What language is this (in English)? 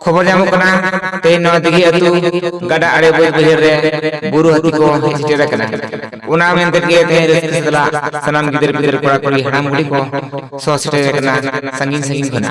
Santali